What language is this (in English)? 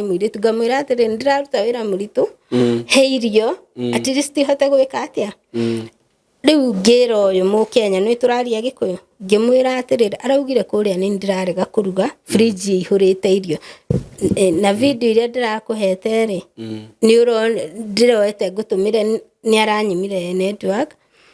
Kikuyu